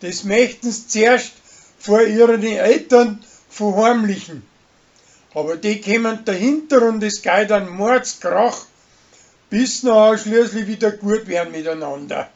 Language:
Bavarian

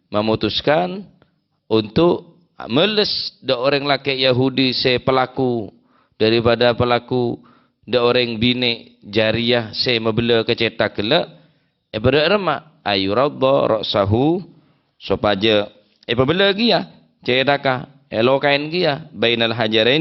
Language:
Madurese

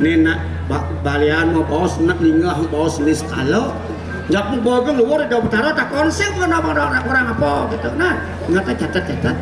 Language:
Balinese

